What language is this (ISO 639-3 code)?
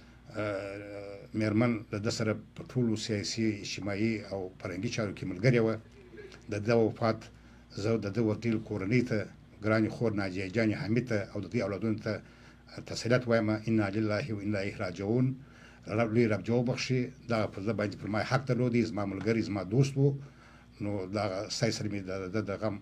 kur